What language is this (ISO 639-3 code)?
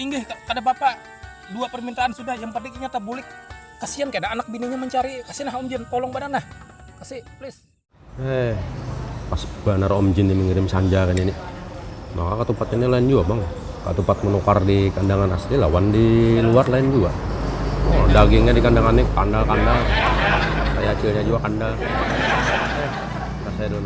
bjn